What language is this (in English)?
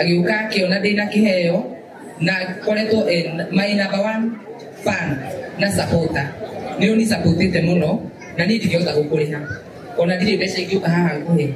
Kikuyu